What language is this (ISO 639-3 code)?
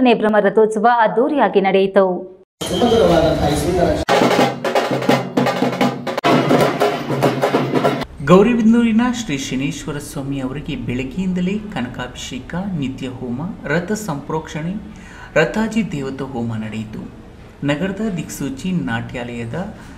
kan